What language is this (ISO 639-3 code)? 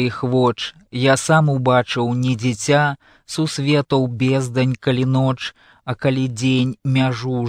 bel